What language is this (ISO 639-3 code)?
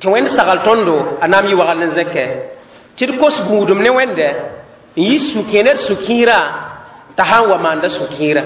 mos